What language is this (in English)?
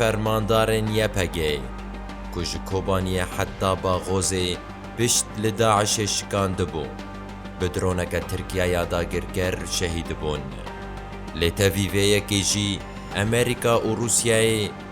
Kurdish